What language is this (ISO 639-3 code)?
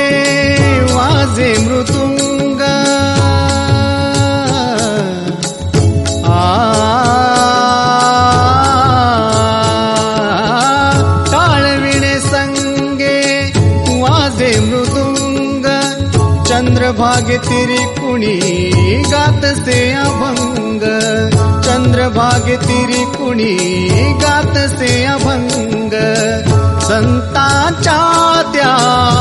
mar